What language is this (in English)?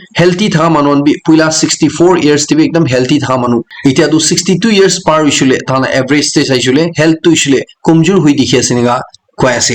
Naga Pidgin